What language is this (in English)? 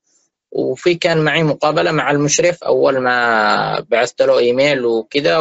North Levantine Arabic